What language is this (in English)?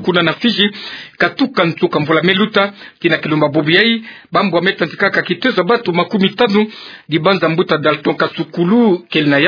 Kituba (Democratic Republic of Congo)